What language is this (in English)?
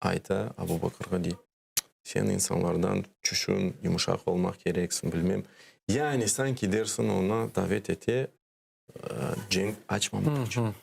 Crimean Tatar